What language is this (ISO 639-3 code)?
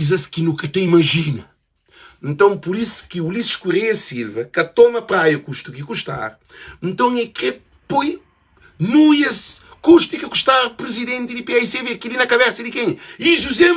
kea